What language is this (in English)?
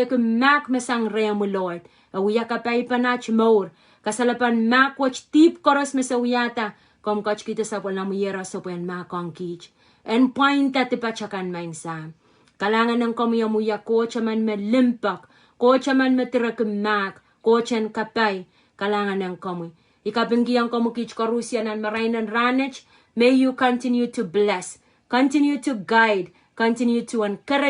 Pohnpeian